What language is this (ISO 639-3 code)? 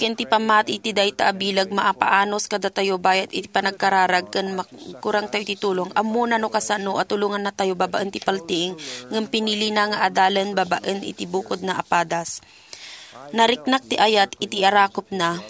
ilo